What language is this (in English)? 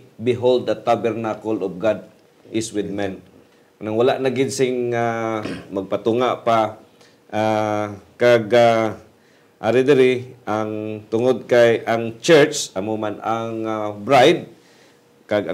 Hiligaynon